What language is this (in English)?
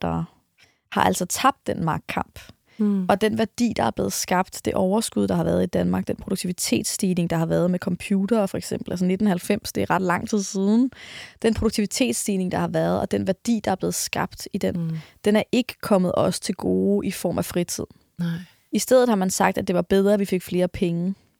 Danish